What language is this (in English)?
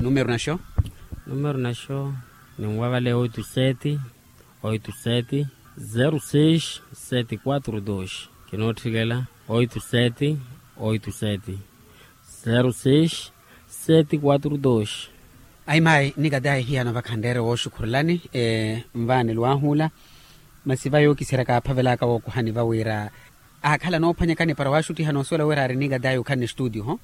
Makhuwa